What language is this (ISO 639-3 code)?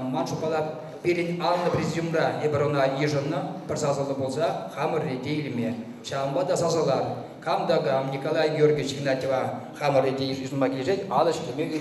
chv